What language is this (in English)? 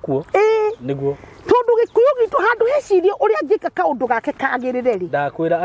Kikuyu